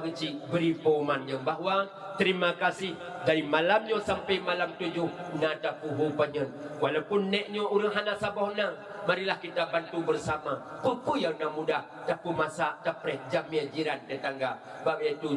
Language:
Achinese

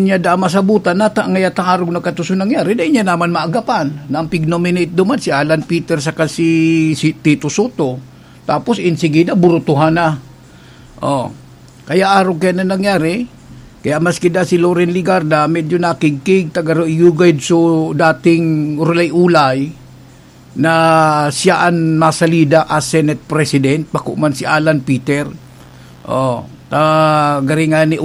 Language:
Bikol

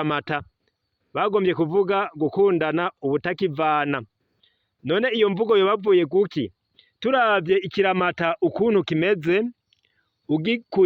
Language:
Rundi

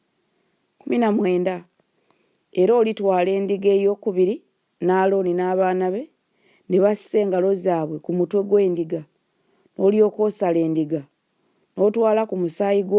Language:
Ganda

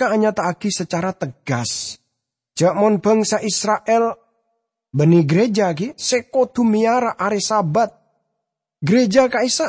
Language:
Madurese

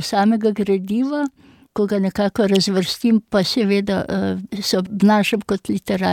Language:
Slovenian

